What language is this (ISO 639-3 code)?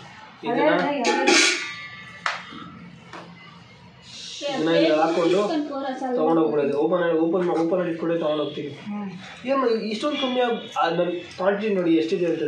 kan